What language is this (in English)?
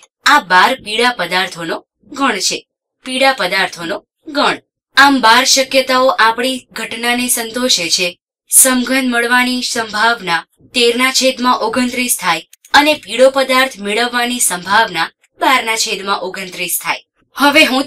Gujarati